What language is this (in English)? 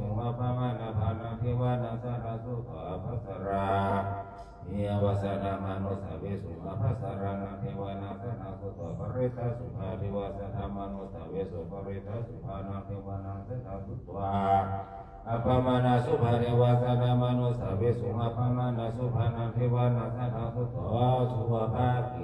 Pali